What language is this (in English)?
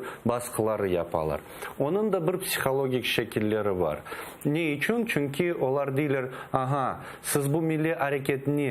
Crimean Tatar